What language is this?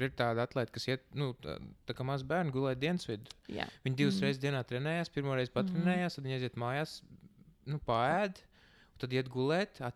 Latvian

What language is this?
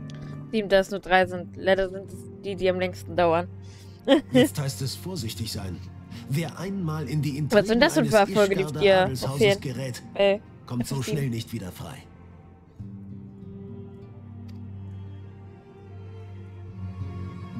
German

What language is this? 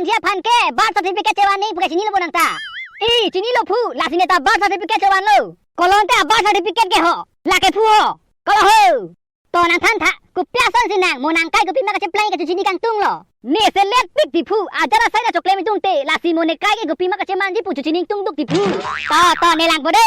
Karbi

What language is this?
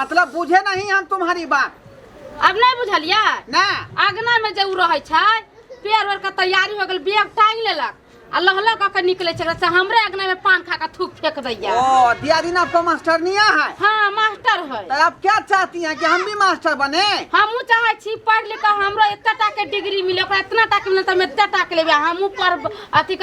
Maithili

